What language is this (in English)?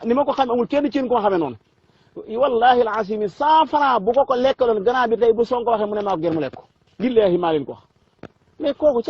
Wolof